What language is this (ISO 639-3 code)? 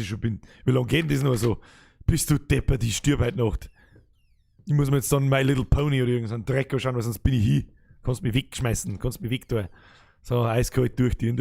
bar